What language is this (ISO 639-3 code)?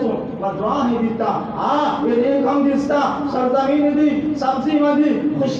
bal